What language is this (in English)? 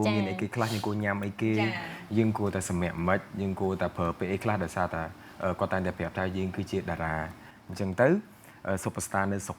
Khmer